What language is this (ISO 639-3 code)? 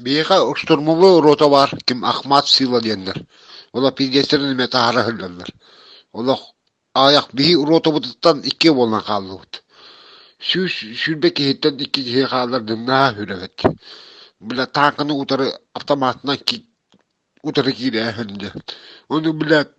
sah